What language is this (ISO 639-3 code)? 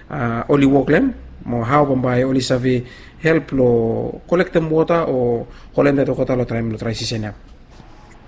bis